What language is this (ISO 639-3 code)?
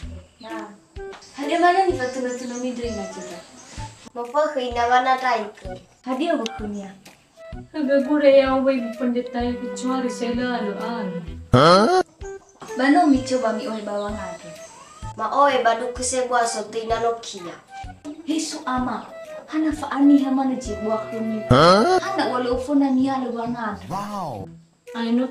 nia